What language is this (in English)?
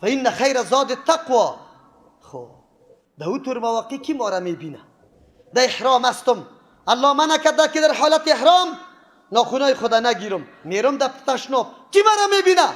Persian